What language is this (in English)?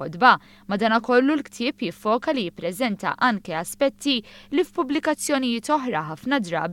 Maltese